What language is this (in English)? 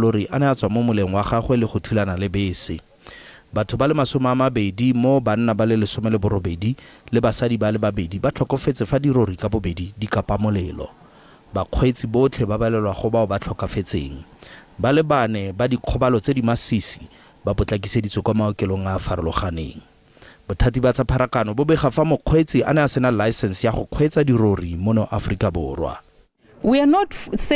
Tswana